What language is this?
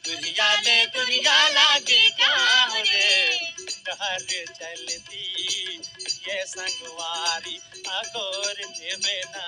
Chhattisgarhi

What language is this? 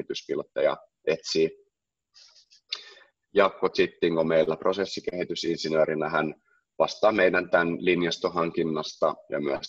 Finnish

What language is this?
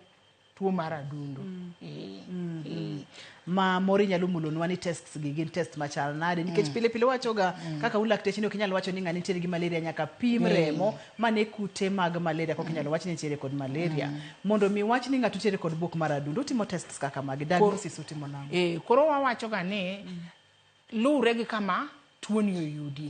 Luo (Kenya and Tanzania)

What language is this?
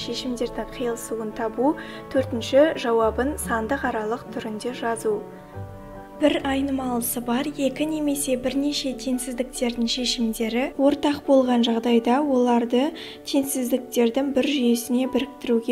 Kazakh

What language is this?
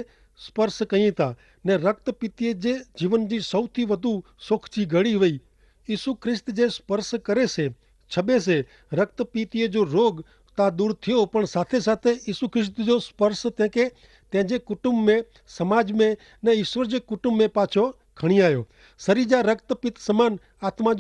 Kachhi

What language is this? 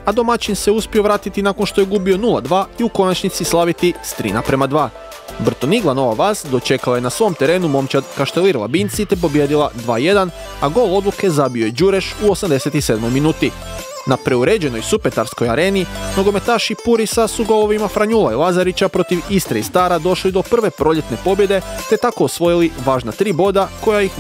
Croatian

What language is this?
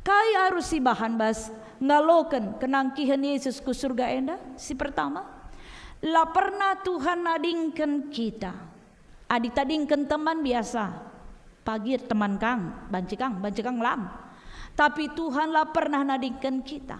Batak Karo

